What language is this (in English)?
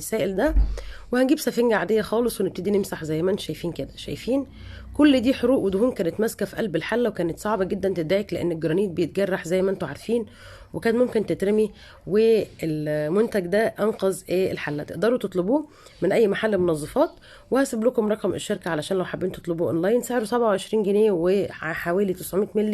Egyptian Arabic